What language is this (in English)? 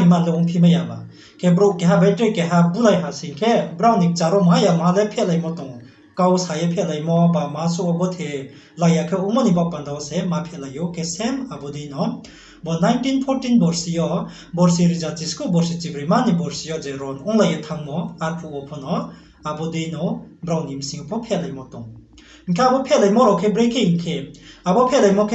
Riang (India)